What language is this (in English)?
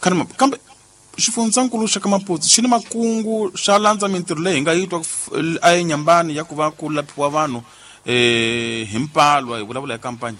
Tsonga